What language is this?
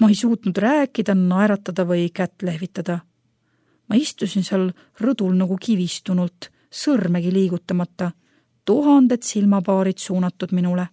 Estonian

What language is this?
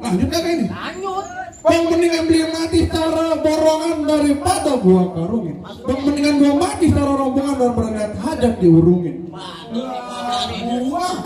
Betawi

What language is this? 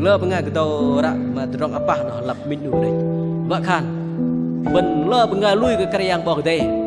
Bahnar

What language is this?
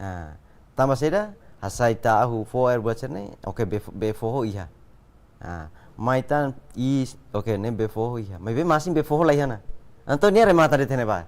Tetum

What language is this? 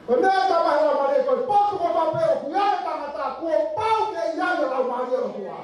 Tongan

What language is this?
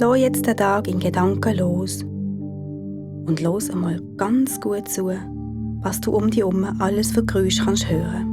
Swiss German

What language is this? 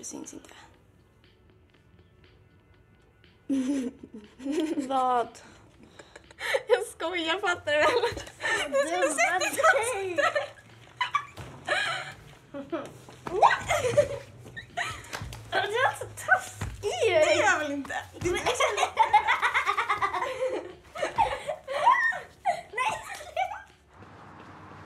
Swedish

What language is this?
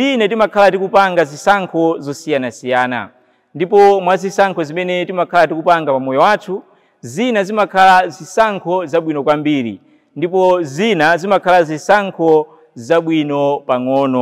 Nyanja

